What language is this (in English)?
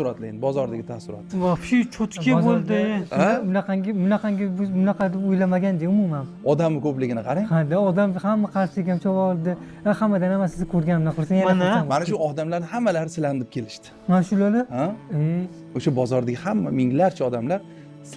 Uzbek